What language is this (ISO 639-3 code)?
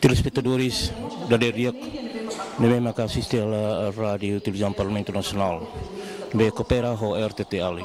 tet